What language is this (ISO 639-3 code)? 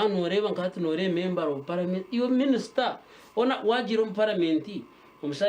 nyn